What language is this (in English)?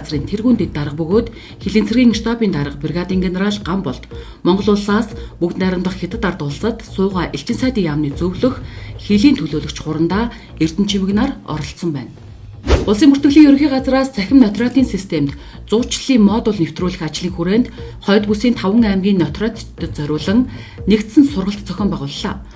Mongolian